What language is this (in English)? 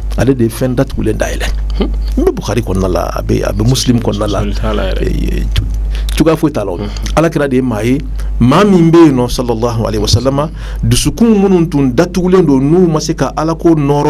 Bambara